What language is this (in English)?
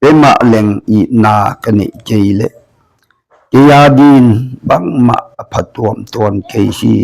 Tedim Chin